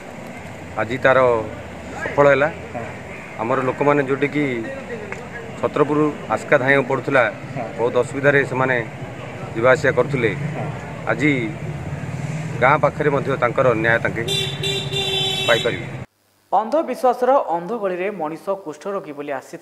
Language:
Odia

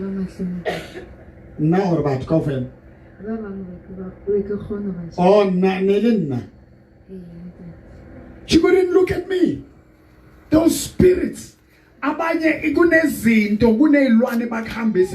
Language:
Southern Sotho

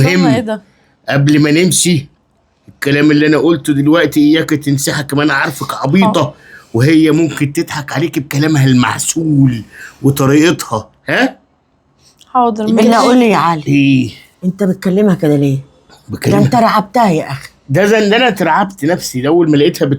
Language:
Egyptian Arabic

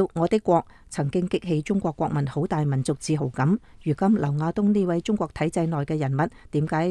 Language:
Cantonese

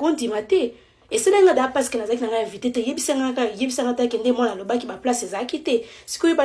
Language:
Lingala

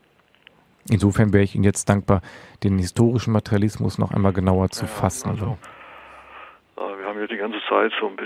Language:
German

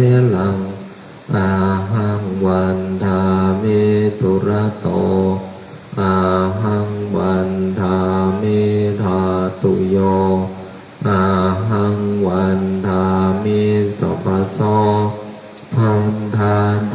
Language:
Pali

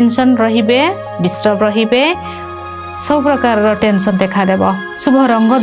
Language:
Odia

